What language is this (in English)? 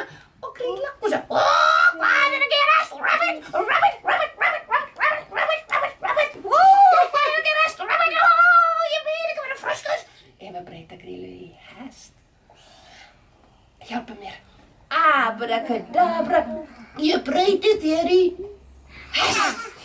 Icelandic